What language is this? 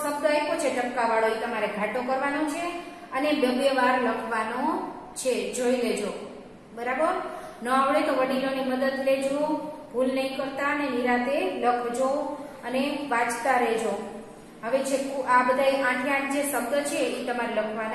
Gujarati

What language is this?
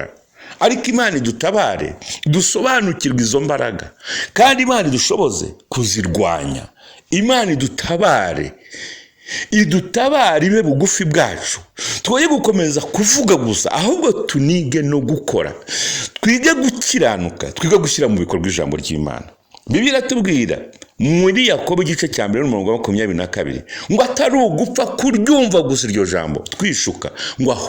Kinyarwanda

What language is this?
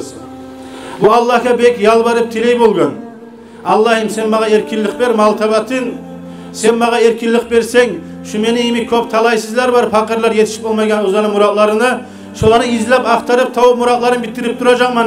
Kumyk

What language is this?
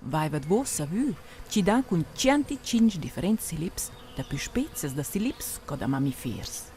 Romansh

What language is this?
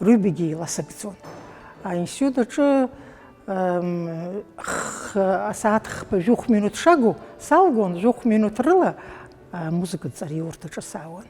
Abkhazian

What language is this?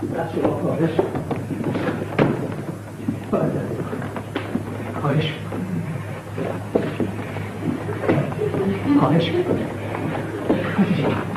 Persian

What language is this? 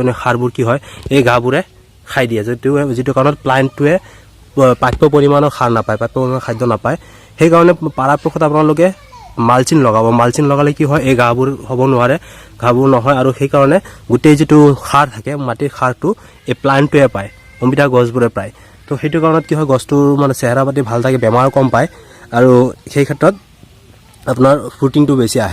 Assamese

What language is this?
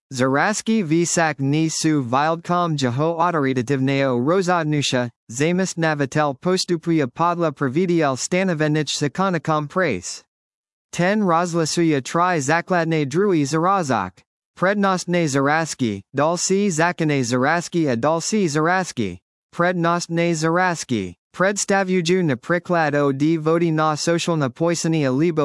Slovak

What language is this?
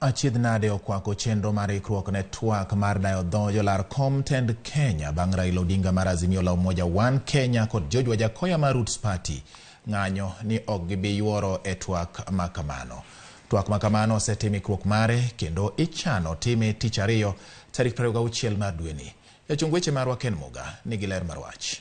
Luo (Kenya and Tanzania)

